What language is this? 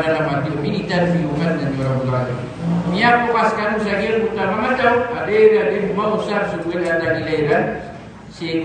Maranao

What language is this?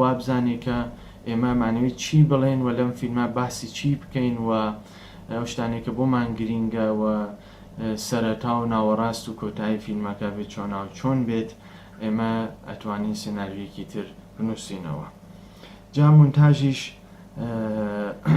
Central Kurdish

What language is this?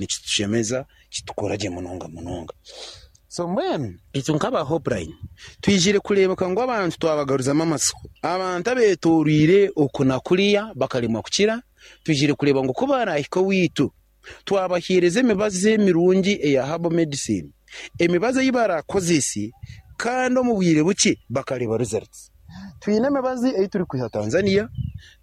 Nyankole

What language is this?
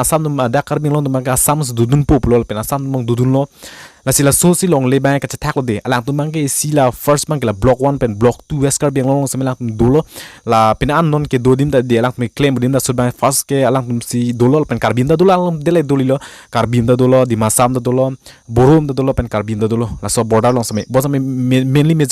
Karbi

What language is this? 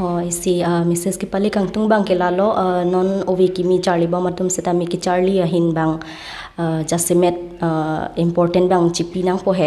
Karbi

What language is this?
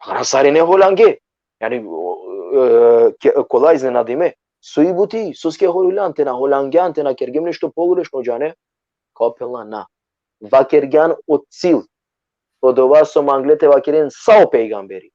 Balkan Romani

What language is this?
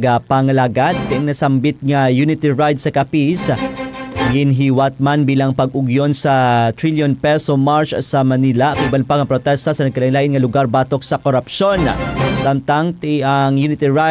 Hiligaynon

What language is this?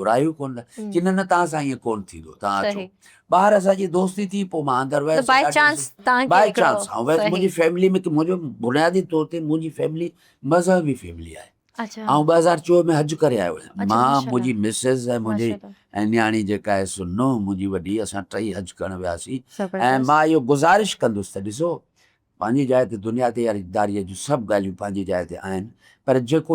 Sindhi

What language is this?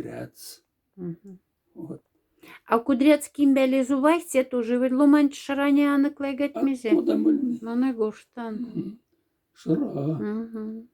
Moksha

